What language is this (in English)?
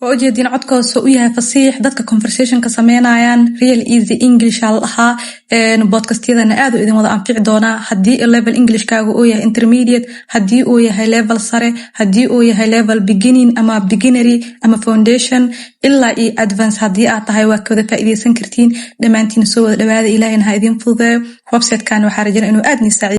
Somali